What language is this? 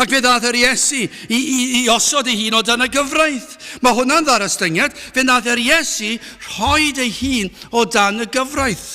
Welsh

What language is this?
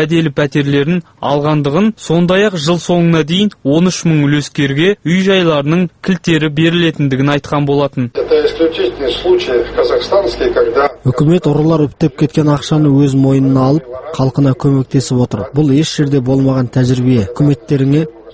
Kazakh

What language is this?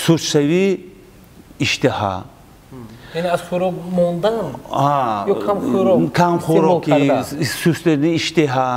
Tajik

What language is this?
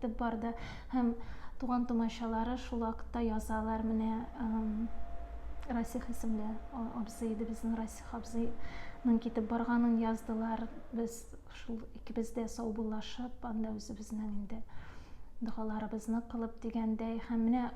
Tatar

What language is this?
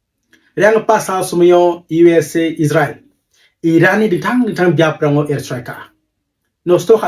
Garo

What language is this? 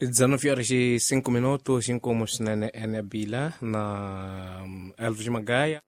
Tsonga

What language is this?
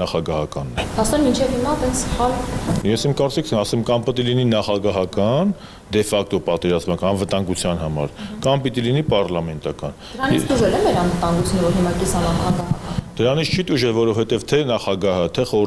Armenian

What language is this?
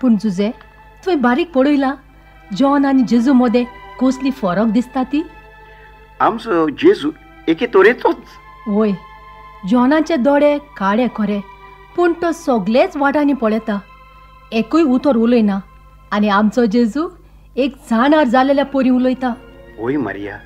Konkani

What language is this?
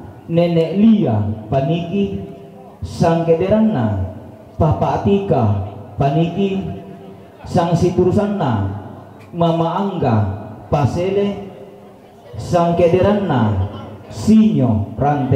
Toraja-Sa'dan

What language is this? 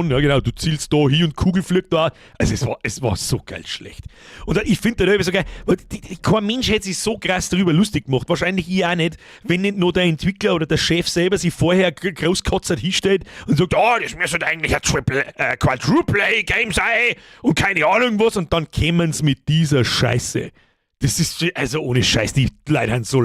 Bavarian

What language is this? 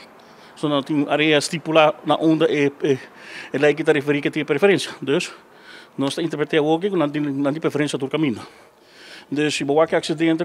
Papiamento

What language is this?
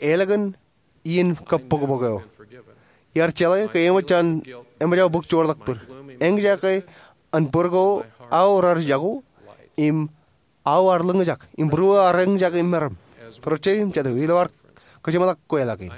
Marshallese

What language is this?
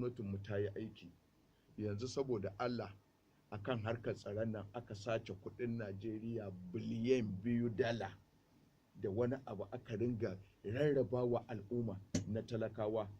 Hausa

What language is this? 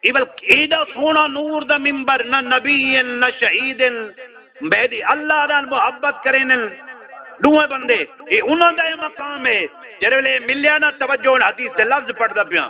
Saraiki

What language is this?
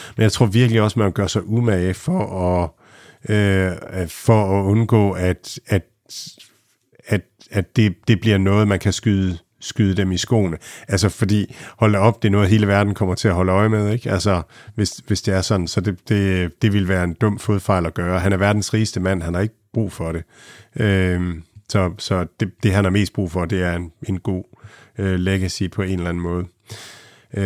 Danish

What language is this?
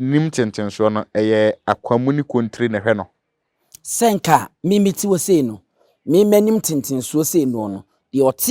Akan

